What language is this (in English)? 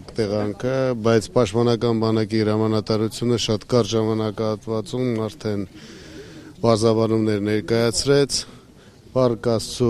Armenian